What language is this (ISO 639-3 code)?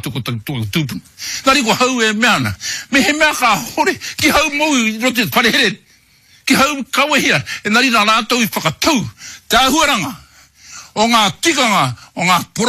mri